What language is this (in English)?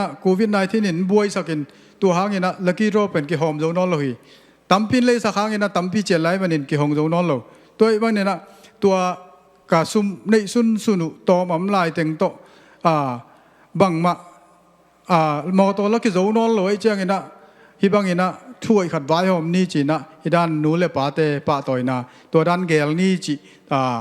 Tedim Chin